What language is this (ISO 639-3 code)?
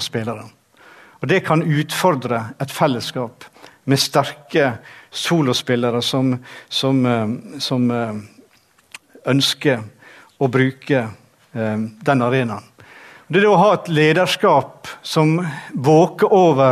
nor